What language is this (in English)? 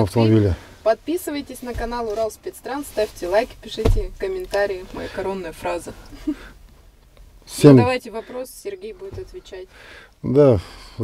Russian